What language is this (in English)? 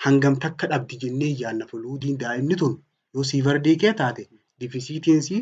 Oromo